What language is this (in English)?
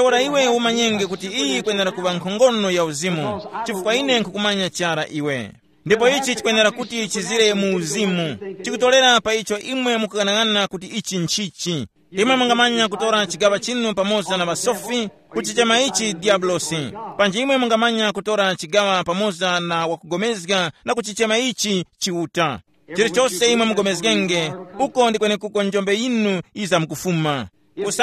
Tumbuka